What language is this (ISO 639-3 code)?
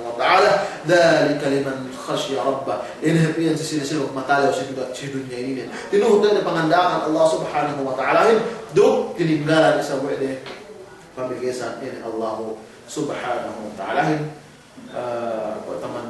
yka